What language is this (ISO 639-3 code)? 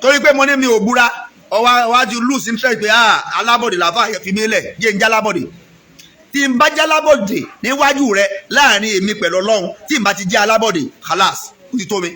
yor